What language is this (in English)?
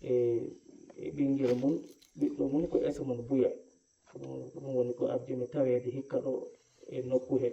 Fula